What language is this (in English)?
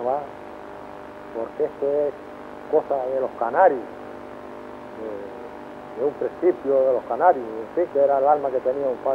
Spanish